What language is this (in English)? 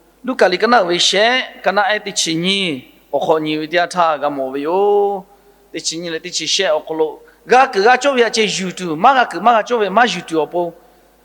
Lahu